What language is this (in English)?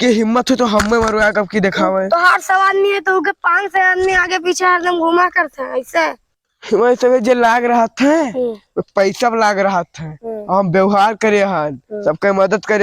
Awadhi